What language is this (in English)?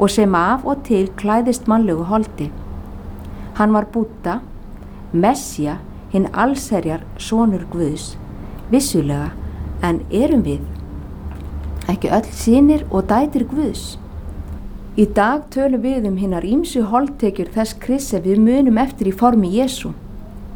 Icelandic